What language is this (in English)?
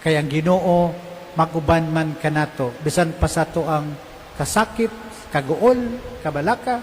Cebuano